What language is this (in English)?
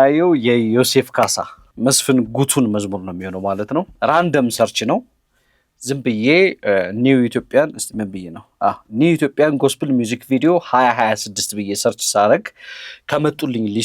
Amharic